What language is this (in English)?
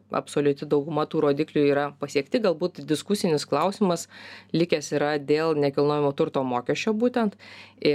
Lithuanian